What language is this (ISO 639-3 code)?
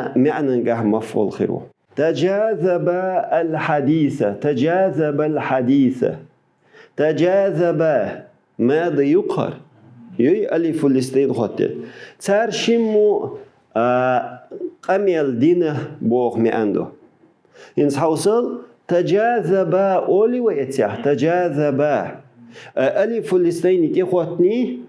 che